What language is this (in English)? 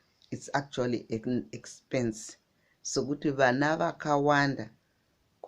Shona